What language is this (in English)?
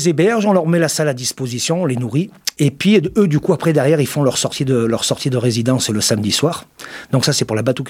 French